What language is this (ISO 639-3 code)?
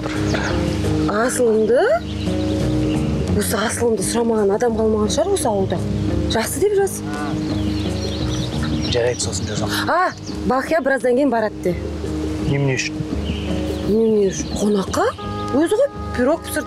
kaz